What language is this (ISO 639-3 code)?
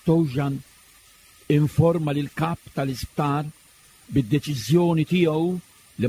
mlt